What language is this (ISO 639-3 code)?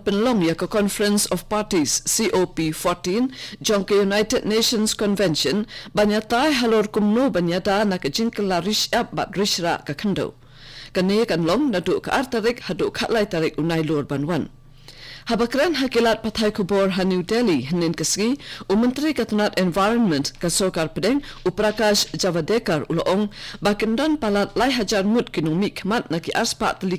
kha